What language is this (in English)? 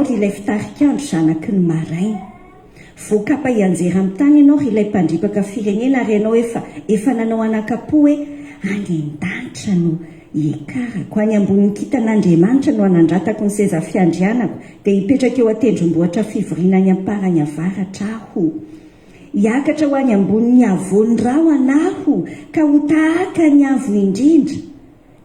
Malagasy